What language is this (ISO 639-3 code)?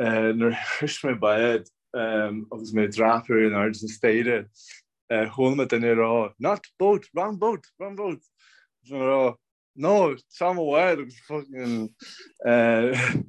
gle